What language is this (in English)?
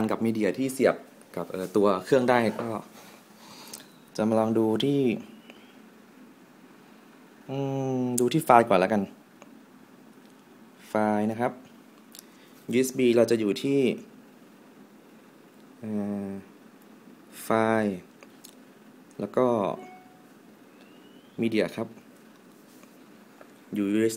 Thai